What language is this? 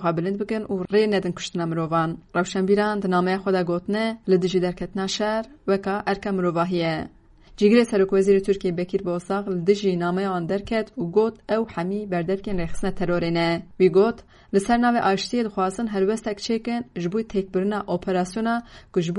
Kurdish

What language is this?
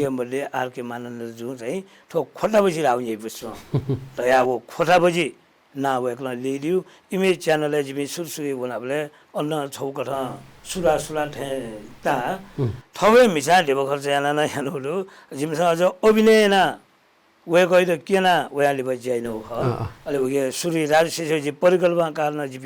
Newari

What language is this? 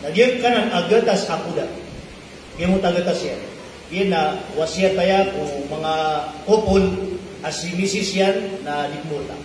Maranao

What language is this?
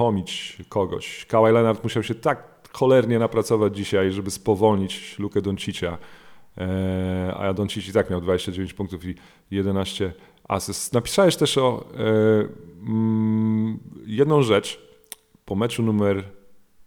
Polish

